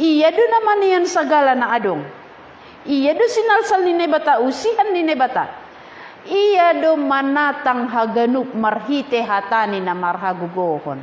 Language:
Batak Simalungun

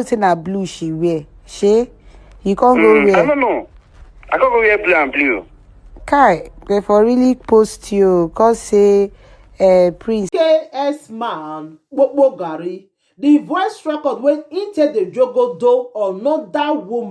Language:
Nigerian Pidgin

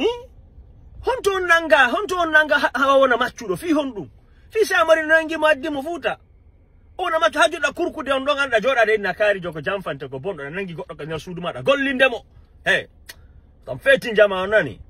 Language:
Fula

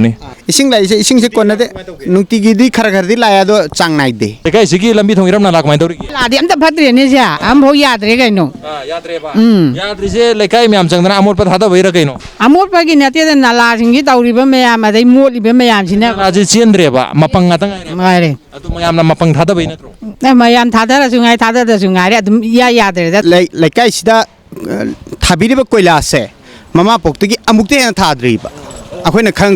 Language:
Manipuri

